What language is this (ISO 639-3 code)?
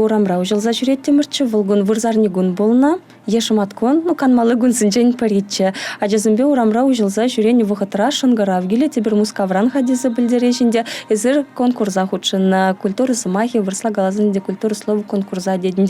chv